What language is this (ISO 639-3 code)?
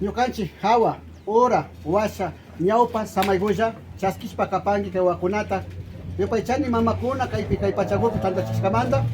qvi